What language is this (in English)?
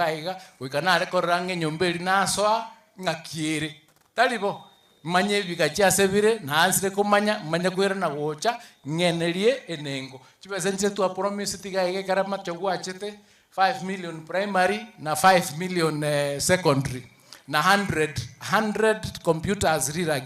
Gusii